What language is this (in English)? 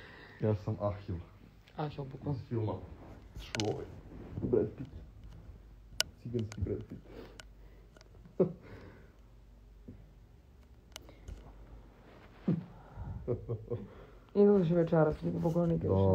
Serbian